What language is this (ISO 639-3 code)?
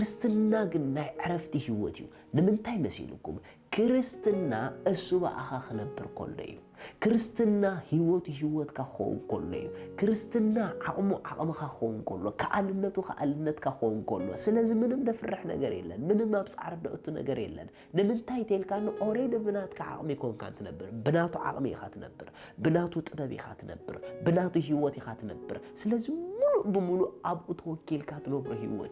tir